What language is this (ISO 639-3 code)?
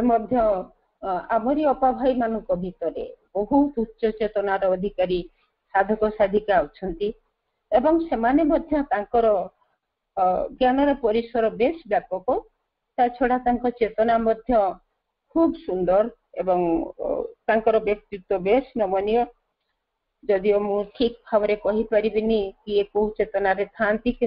ori